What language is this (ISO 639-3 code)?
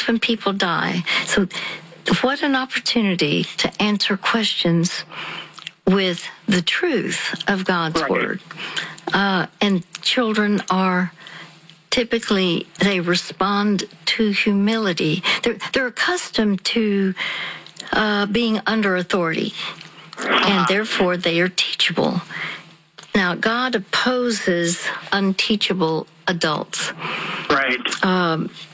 eng